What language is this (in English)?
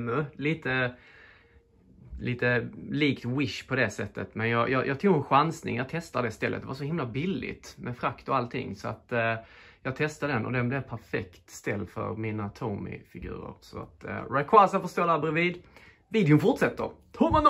Swedish